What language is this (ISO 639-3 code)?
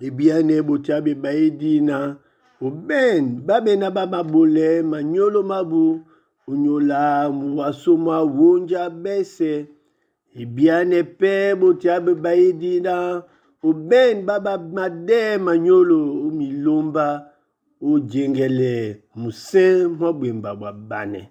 dua